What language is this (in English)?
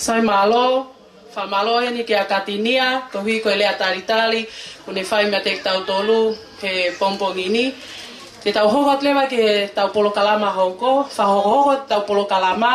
Tongan